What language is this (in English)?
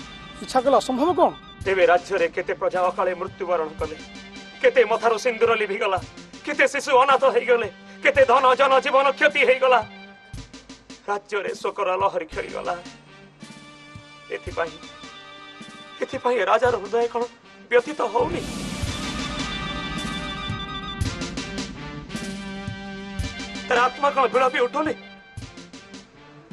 Odia